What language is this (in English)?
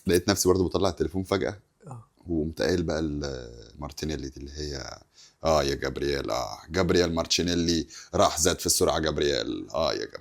Egyptian Arabic